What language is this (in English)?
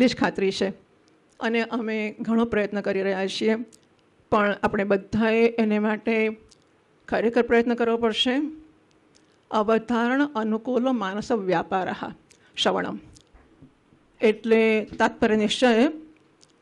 Gujarati